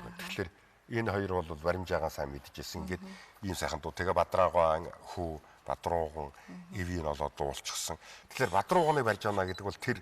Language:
Mongolian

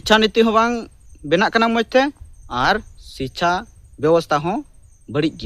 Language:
Santali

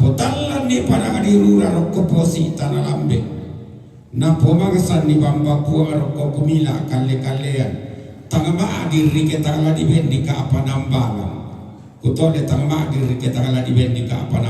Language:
Toraja-Sa'dan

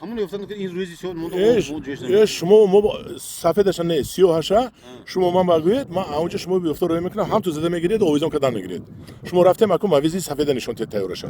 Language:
Tajik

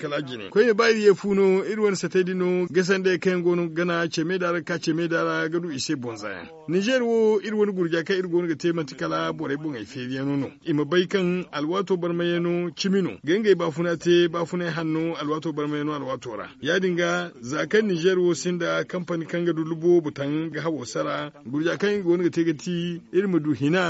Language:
Zarma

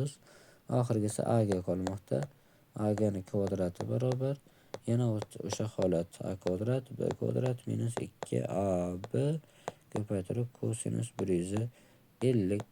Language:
Uzbek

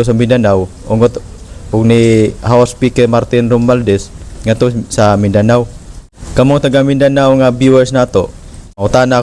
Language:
Cebuano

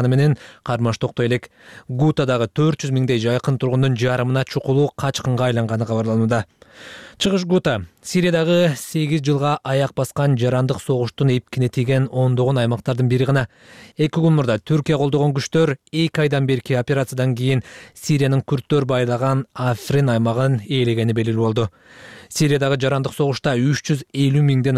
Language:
Kyrgyz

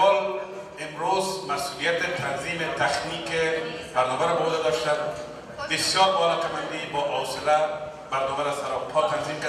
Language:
Persian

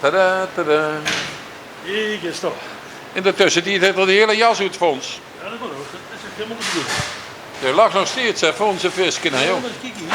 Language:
Limburgish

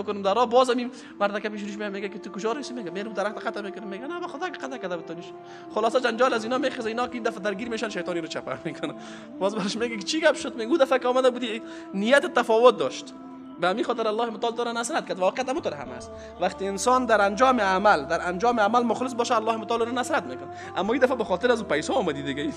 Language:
Persian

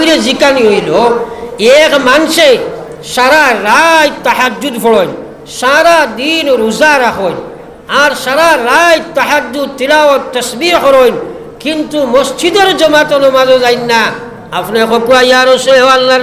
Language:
Sylheti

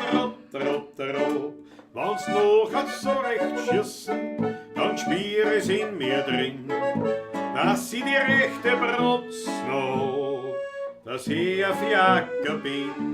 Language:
Bavarian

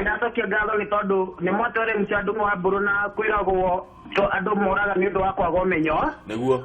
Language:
Kikuyu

